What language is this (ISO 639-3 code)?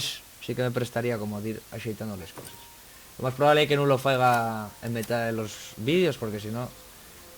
ast